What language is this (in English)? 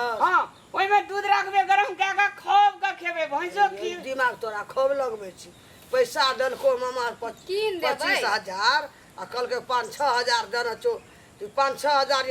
Maithili